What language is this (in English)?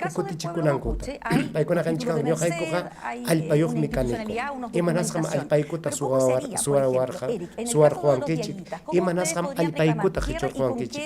Ayacucho Quechua